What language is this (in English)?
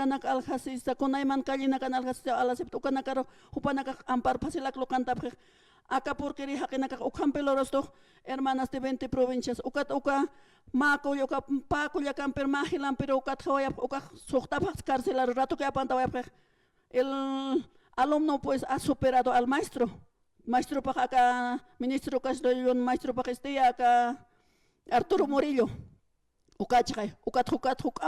Aymara